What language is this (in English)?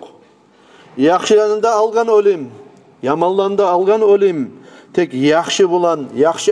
Kumyk